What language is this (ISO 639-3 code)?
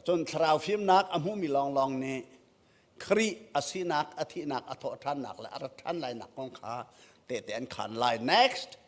cnh